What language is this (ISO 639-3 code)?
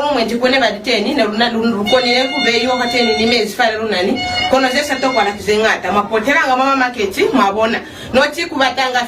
loz